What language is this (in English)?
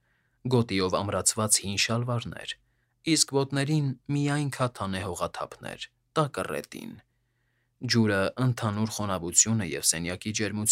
Armenian